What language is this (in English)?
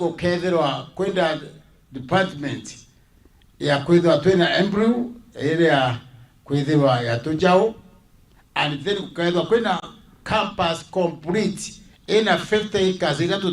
Meru